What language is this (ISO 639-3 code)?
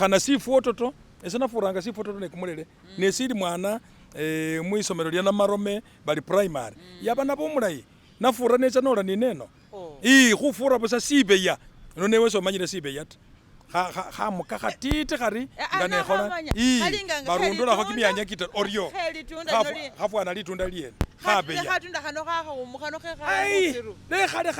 myx